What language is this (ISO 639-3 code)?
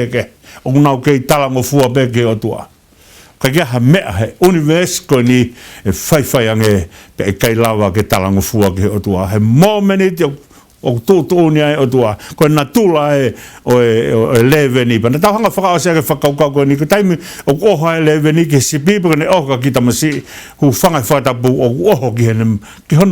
ton